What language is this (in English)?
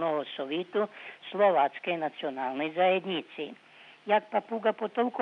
Rusyn